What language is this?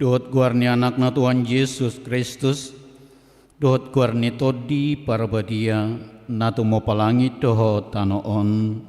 Batak Toba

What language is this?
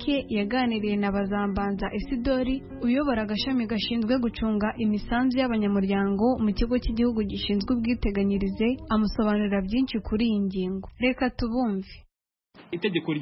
Kinyarwanda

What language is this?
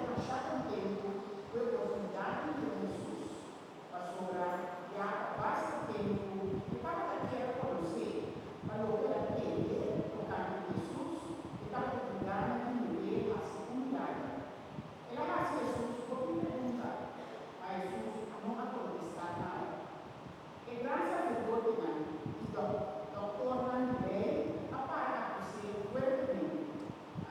Papiamento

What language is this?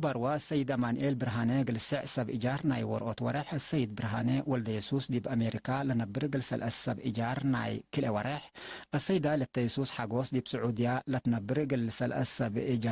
Tigre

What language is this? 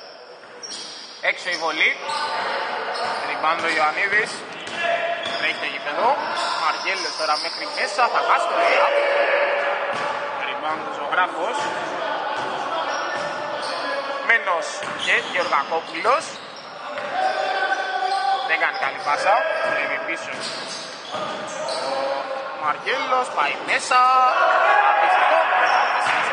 Greek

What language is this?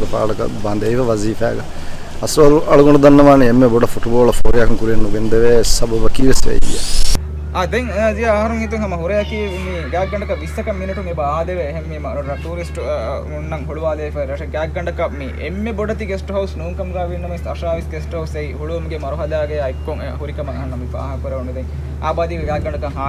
Divehi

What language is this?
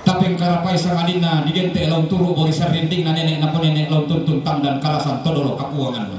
Toraja-Sa'dan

